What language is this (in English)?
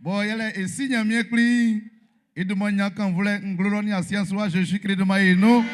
Baoulé